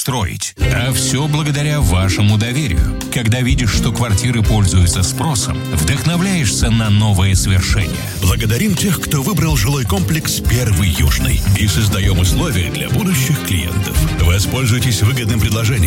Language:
Russian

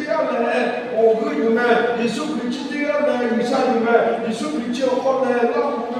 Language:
Lahu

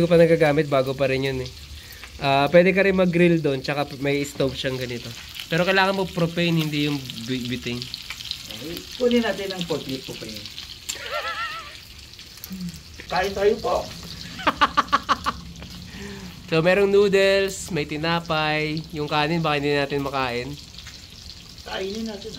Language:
Filipino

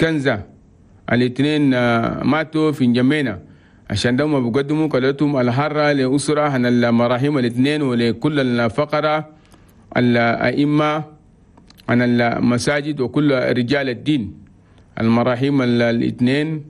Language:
Chadian Arabic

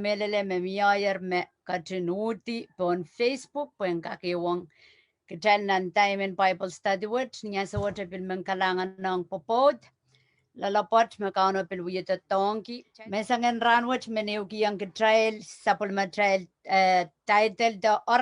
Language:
Pohnpeian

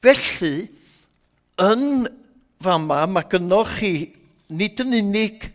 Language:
Welsh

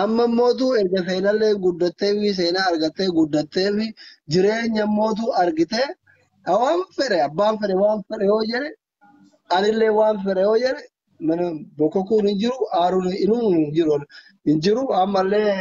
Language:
Oromo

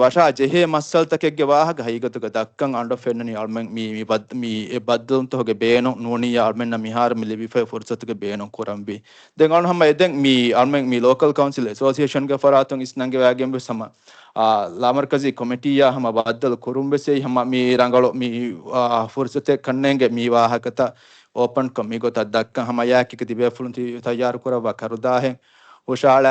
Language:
Divehi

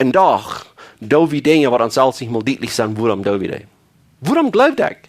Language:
Plautdietsch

